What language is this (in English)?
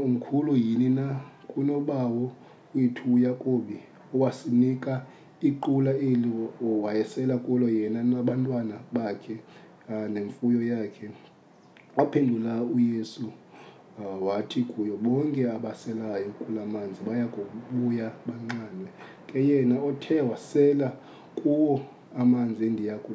Xhosa